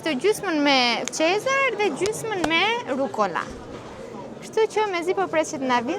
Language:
Albanian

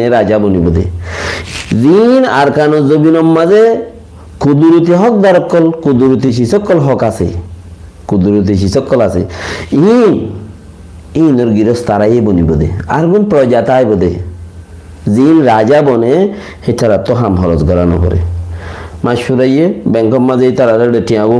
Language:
Rohingya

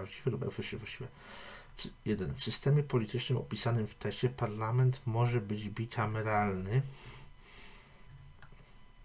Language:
Polish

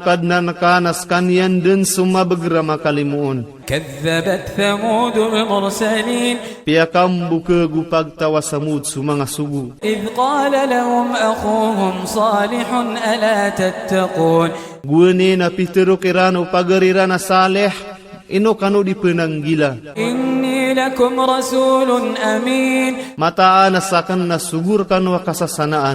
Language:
Iranun (Philippines)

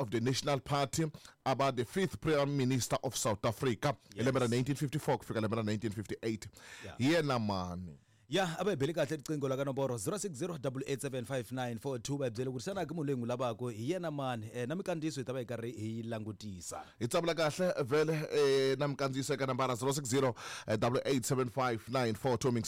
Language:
Tsonga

